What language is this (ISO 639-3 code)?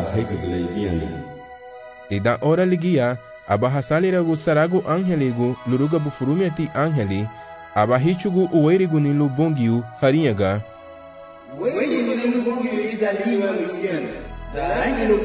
cab